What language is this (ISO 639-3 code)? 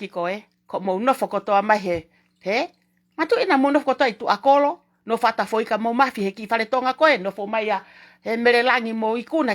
ton